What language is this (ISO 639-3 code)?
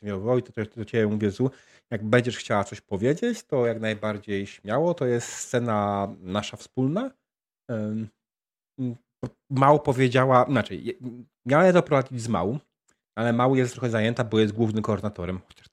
pol